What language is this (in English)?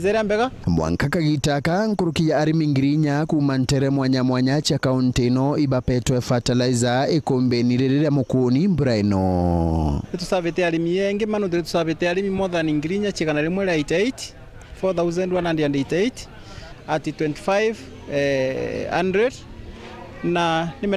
Meru